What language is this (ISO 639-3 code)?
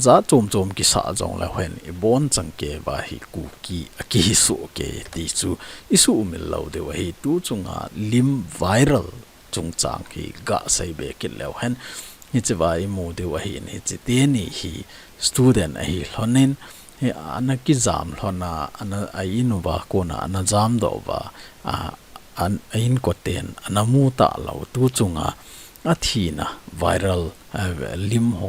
tcz